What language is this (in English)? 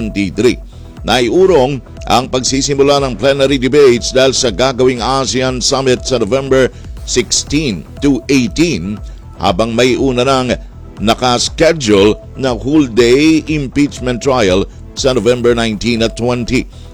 Filipino